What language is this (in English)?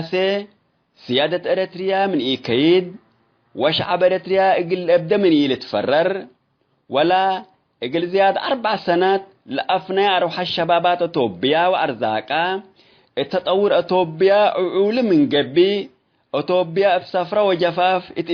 Tigre